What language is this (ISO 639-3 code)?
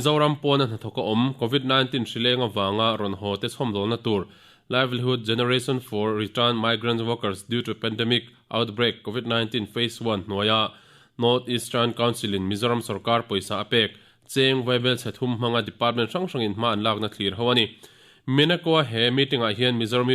lus